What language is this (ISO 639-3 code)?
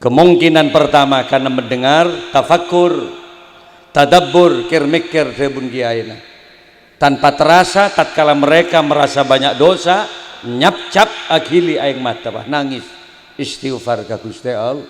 mad